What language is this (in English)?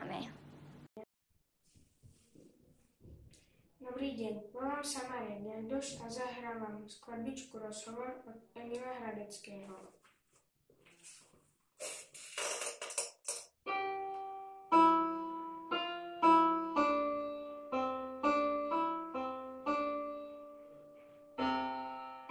Slovak